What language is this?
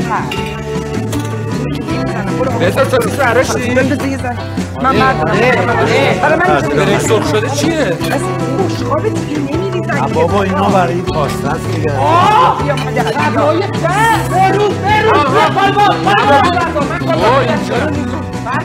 Persian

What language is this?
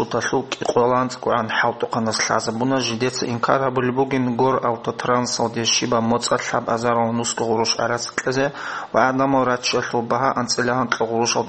Avaric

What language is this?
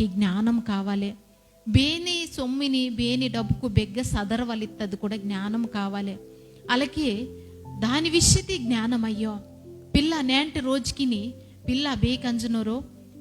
Koya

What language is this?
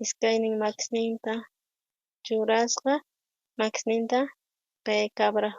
South Bolivian Quechua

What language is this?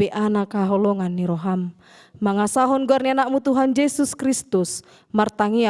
Batak Toba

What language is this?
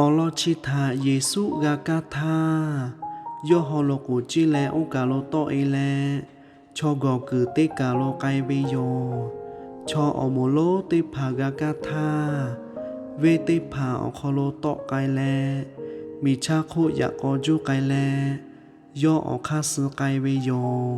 Lahu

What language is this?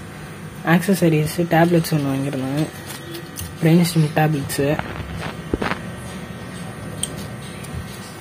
Tamil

